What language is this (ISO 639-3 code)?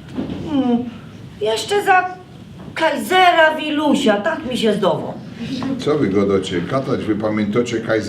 szl